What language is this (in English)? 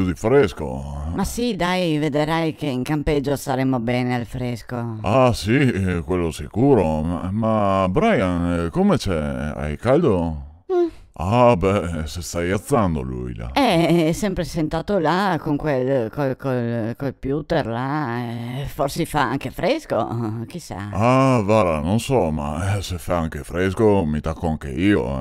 Venetian